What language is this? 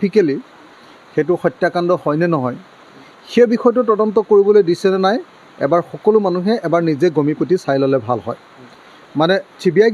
Assamese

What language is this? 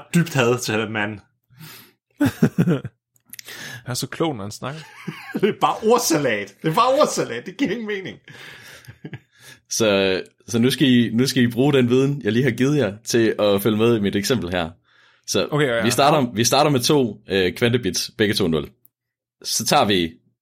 Danish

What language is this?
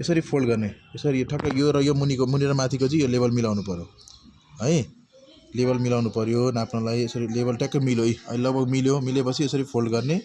Nepali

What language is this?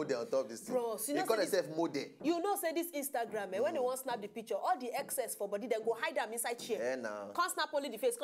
Nigerian Pidgin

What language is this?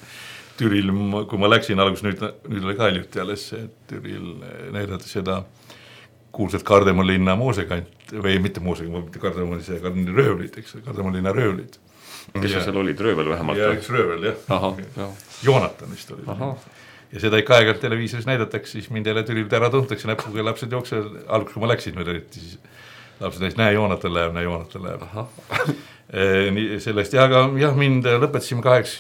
Estonian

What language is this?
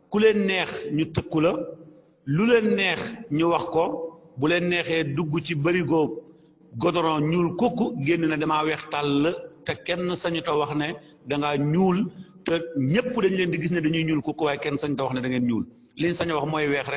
Wolof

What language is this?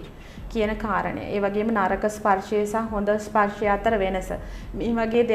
Sinhala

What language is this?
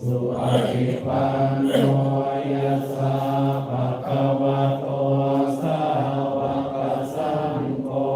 Pali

